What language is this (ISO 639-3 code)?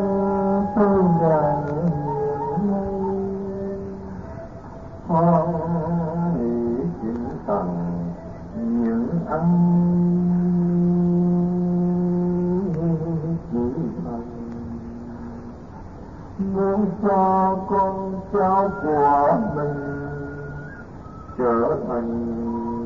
vie